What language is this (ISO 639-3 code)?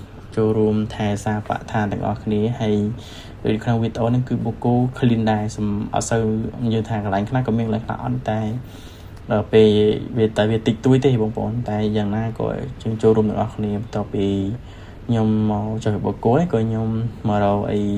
khm